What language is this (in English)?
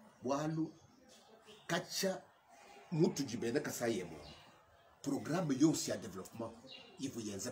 Luba-Lulua